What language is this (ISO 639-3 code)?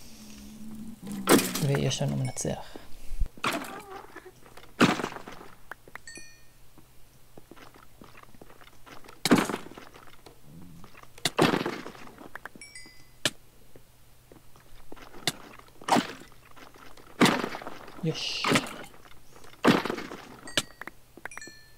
heb